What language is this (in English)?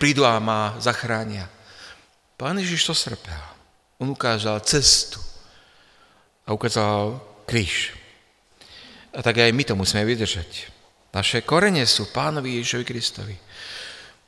Slovak